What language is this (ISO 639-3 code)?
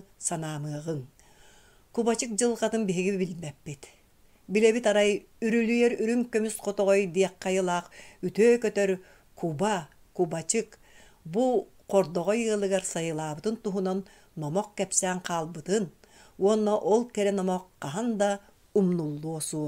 sah